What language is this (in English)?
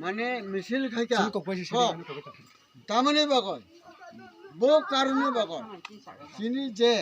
Kok Borok